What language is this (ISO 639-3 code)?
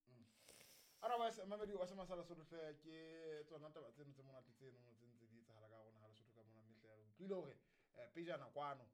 sot